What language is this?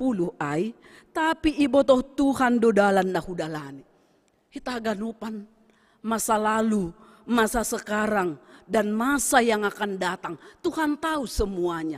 Batak Simalungun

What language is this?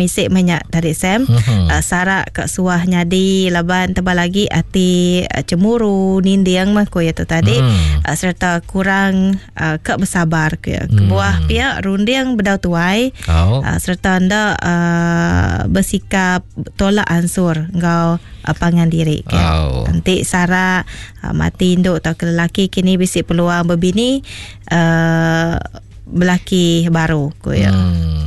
Iban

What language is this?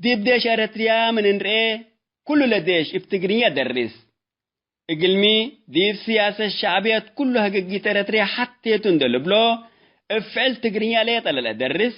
Tigre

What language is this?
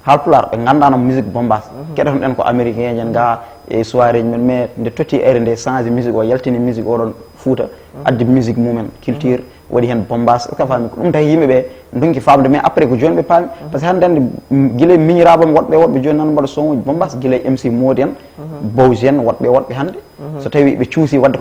Fula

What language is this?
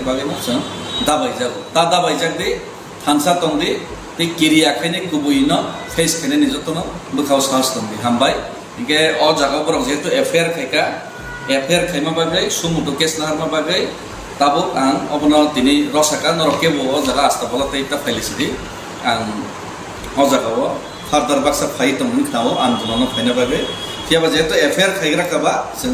Kok Borok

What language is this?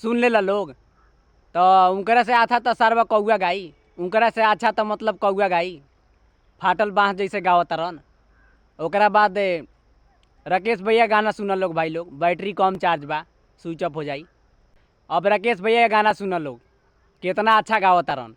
Bhojpuri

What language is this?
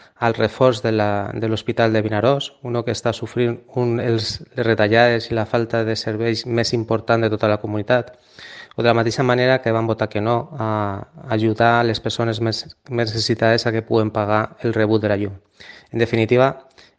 Catalan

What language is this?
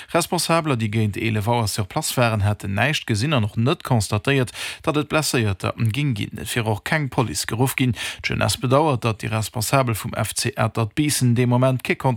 Luxembourgish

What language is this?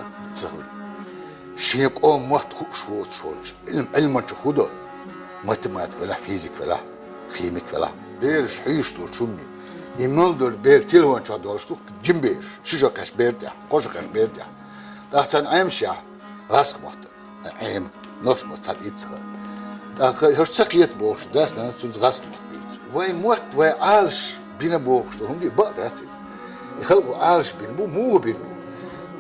Chechen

